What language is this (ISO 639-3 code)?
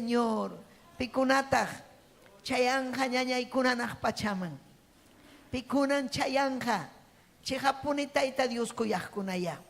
quy